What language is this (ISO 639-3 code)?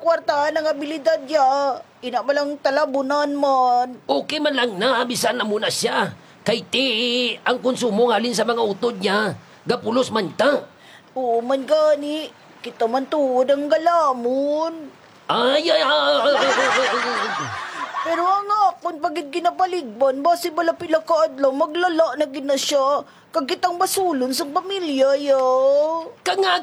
hil